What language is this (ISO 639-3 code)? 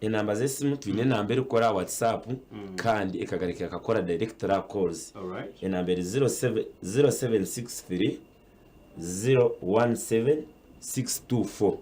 nyn